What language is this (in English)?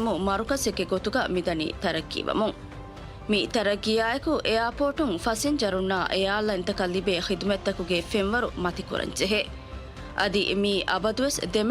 Divehi